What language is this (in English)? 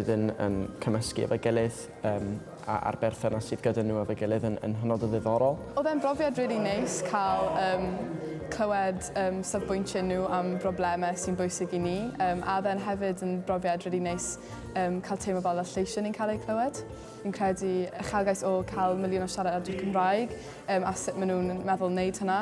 Welsh